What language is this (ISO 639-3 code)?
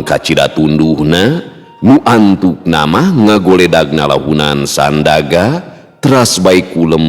sun